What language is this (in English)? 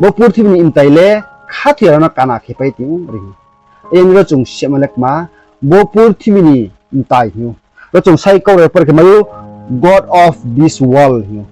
Riang (India)